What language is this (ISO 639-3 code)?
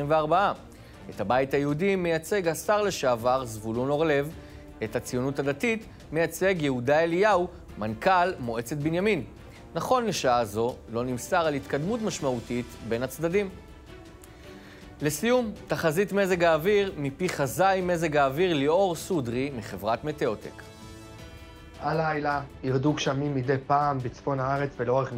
heb